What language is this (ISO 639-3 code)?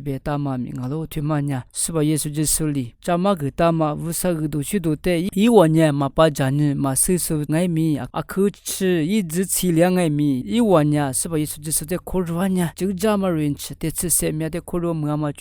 lis